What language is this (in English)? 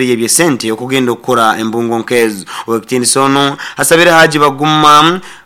Nyoro